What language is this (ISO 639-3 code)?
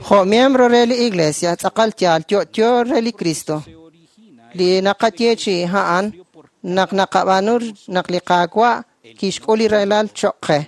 kek